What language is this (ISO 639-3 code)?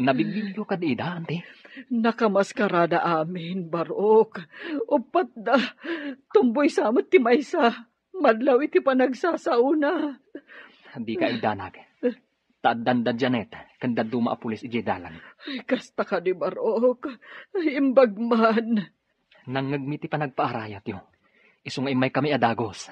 ilo